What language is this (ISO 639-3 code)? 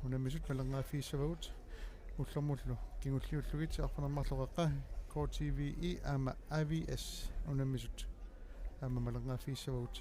kal